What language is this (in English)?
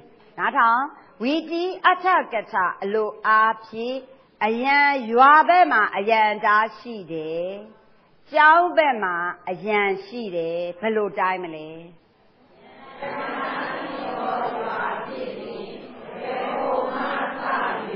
Burmese